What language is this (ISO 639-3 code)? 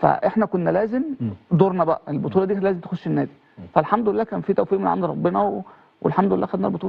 arz